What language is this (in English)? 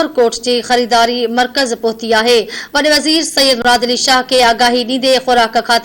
Sindhi